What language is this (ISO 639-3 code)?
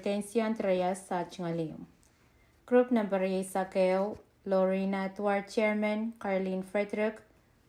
pon